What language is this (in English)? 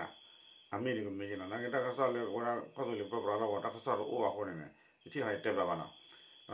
S'gaw Karen